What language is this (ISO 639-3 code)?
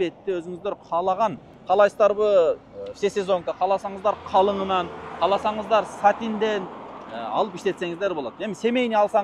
kir